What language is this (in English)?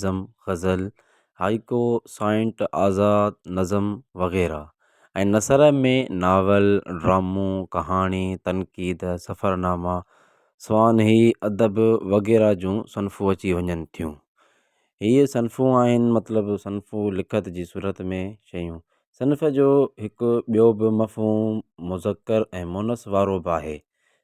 Sindhi